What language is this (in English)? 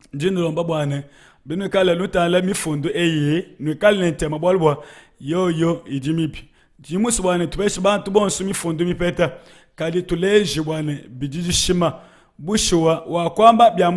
Luba-Lulua